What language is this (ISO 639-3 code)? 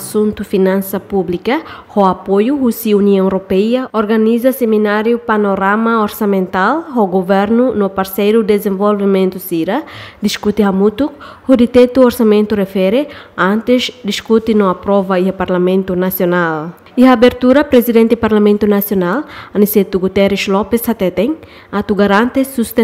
tet